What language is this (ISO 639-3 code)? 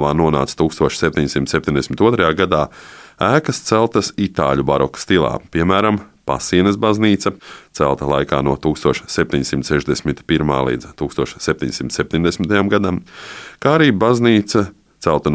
lav